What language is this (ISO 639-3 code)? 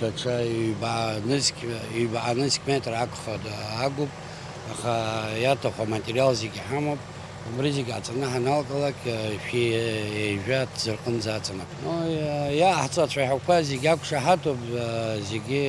abk